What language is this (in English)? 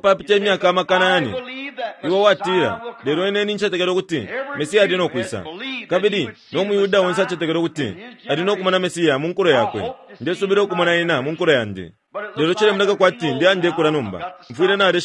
Bemba